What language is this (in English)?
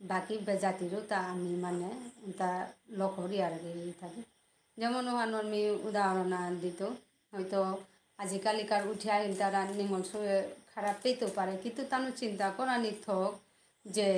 Bishnupriya